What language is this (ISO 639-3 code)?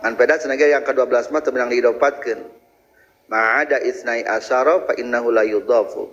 sun